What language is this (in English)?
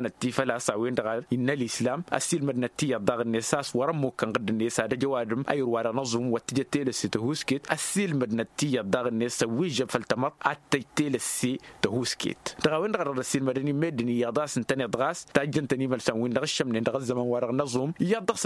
Tamasheq